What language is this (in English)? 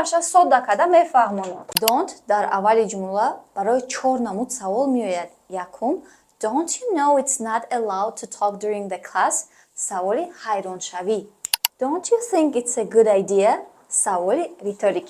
Tajik